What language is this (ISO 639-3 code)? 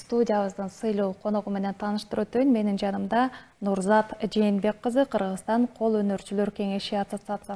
kir